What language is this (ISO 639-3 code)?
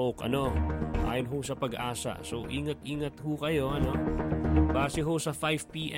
fil